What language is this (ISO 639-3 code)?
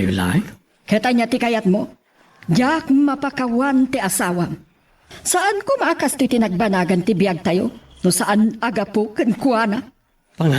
ilo